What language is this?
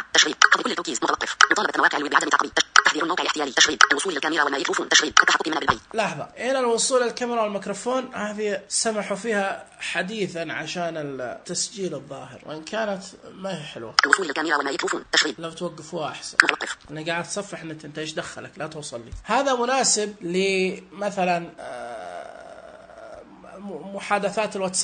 Najdi Arabic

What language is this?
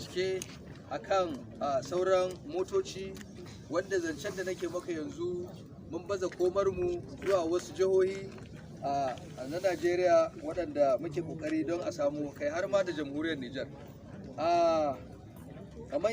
Hausa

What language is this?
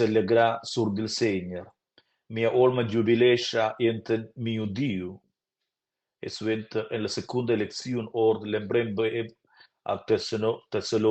Romansh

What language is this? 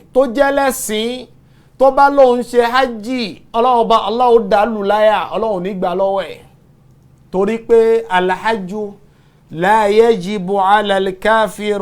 Yoruba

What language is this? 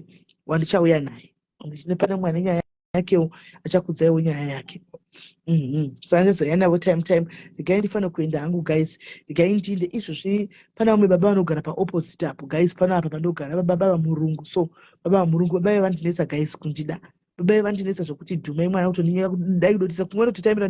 Shona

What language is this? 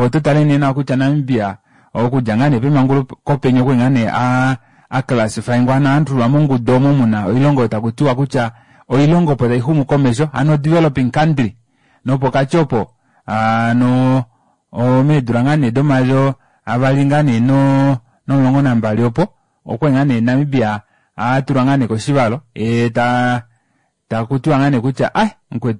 Kuanyama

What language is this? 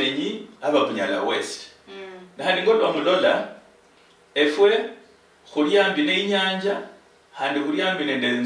Luyia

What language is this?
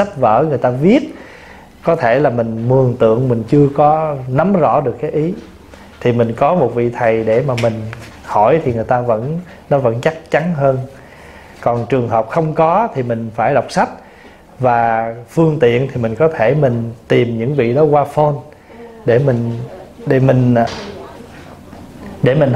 Vietnamese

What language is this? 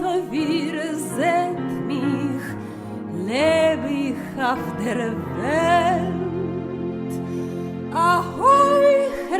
Yiddish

